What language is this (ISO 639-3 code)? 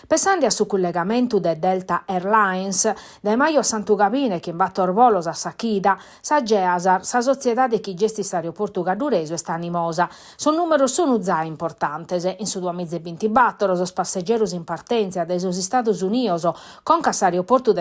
srd